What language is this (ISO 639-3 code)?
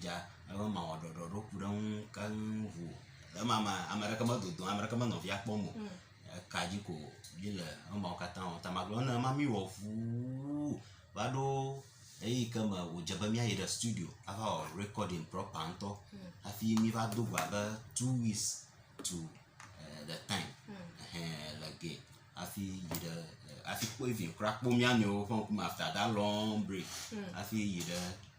ewe